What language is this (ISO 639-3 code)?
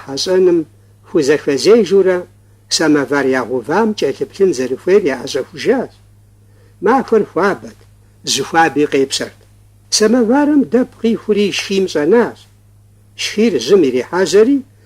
kbd